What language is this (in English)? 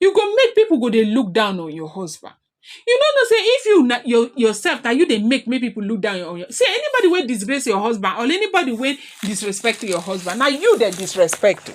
Nigerian Pidgin